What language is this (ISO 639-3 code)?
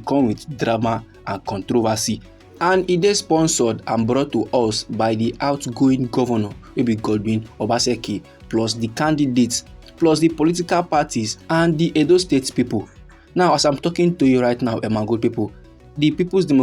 pcm